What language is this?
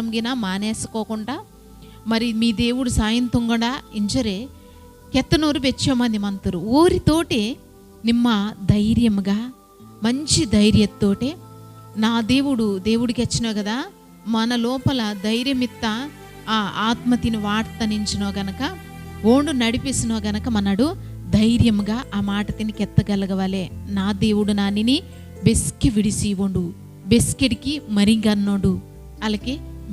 Koya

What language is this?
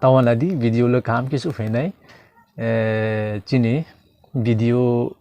Riang (India)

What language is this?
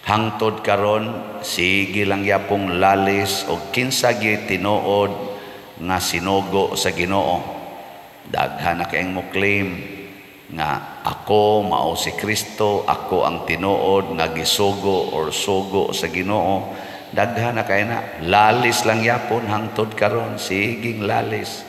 Cebuano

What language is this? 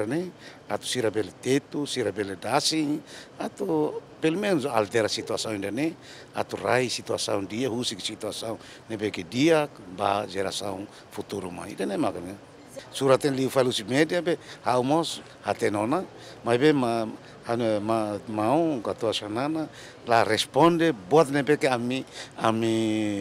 Tetum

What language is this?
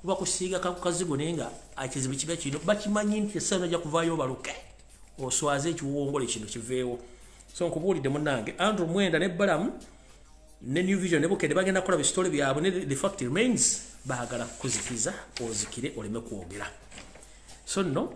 Ganda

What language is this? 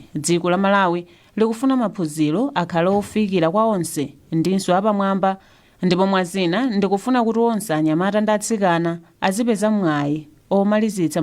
Nyanja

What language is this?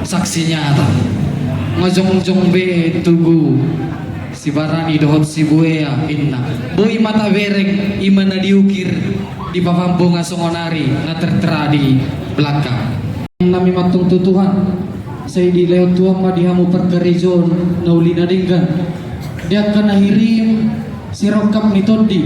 Batak Toba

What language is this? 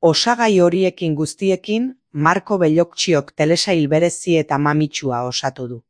Basque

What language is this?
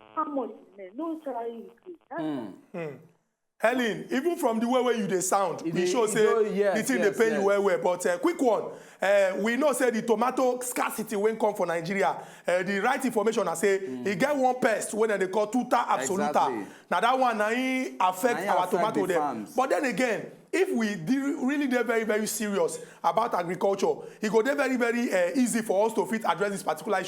Nigerian Pidgin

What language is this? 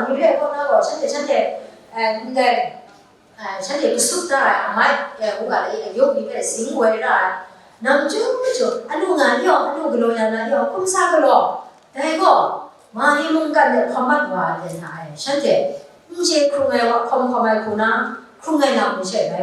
Kachin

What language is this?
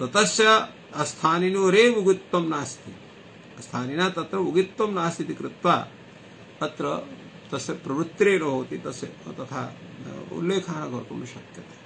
Sanskrit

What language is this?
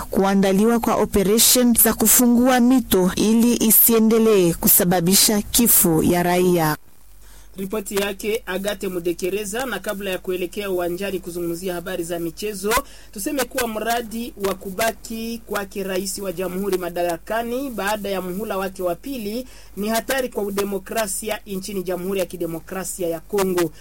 Swahili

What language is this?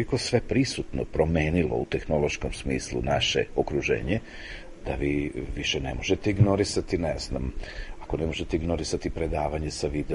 Serbian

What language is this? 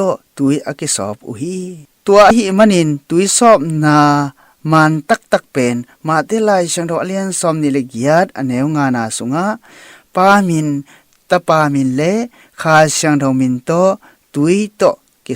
Tedim Chin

